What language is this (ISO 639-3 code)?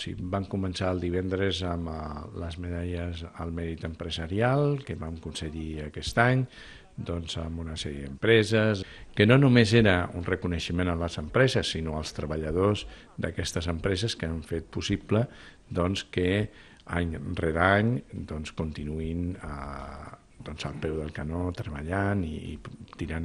cat